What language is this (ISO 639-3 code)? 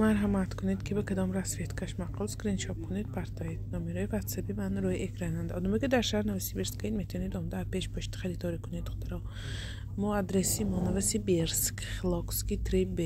tgk